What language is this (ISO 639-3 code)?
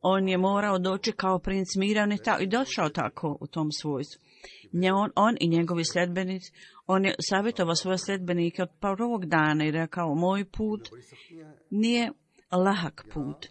bos